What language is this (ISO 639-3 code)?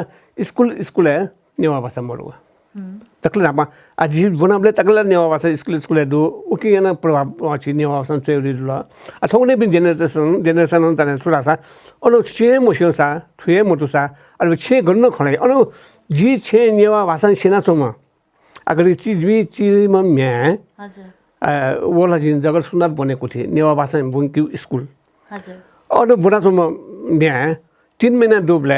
new